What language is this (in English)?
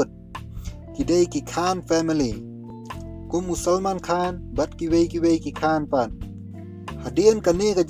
Khasi